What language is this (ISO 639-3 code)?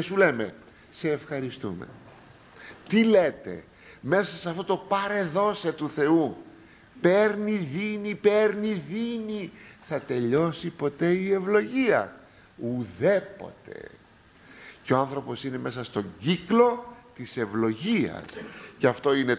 ell